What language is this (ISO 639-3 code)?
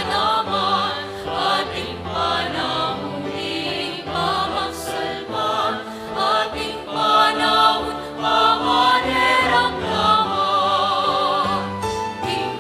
pam